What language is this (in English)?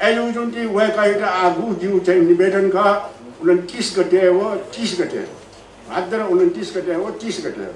Newari